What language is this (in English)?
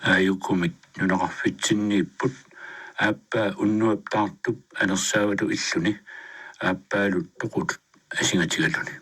Kalaallisut